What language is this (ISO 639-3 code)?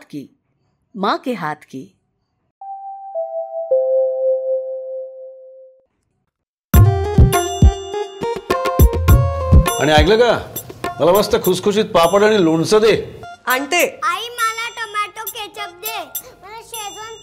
mar